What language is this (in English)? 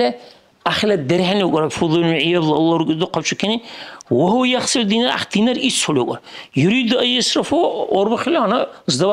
Dargwa